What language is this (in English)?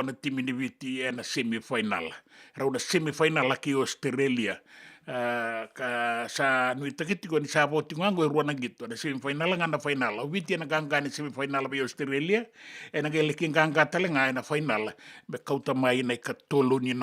Fijian